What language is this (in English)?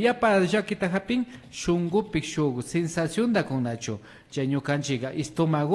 Imbabura Highland Quichua